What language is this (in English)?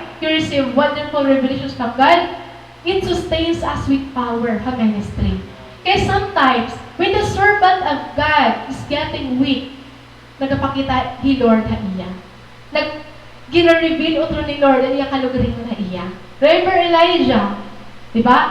Waray